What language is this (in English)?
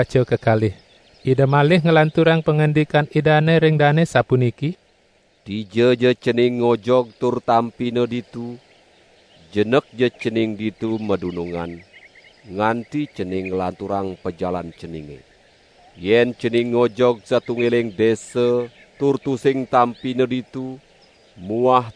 Balinese